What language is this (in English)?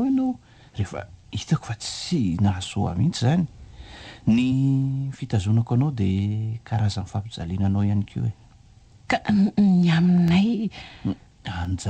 Malagasy